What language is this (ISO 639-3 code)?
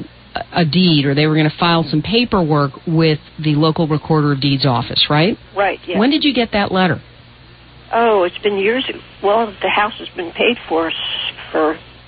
eng